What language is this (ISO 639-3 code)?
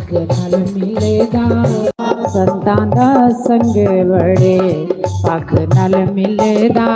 doi